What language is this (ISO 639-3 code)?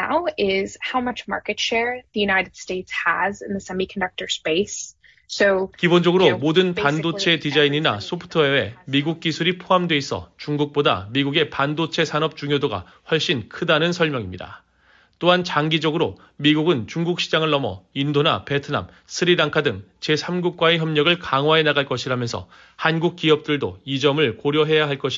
kor